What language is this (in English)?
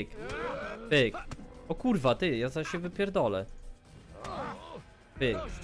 Polish